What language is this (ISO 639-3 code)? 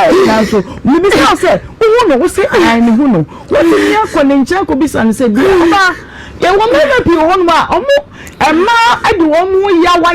aka